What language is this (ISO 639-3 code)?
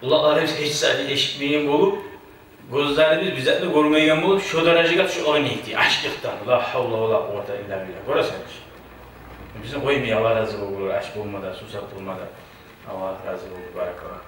kum